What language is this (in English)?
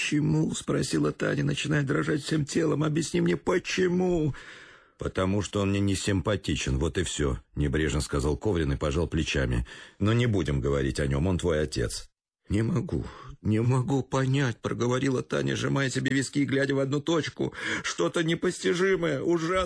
Russian